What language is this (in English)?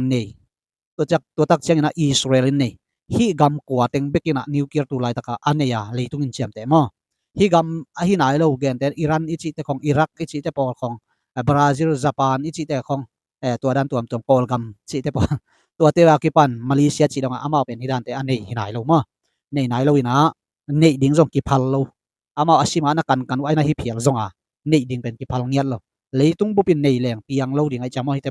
Tedim Chin